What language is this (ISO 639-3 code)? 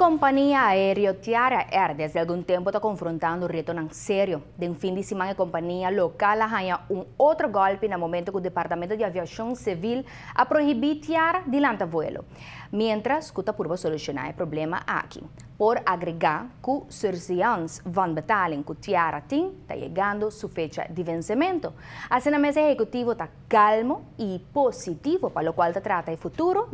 pap